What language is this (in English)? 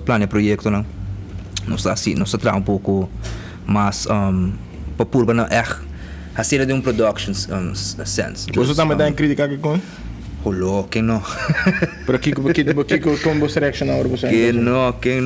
Papiamento